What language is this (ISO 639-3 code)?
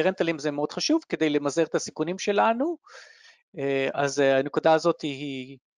heb